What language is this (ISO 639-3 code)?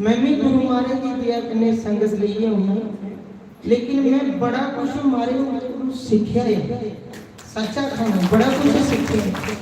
doi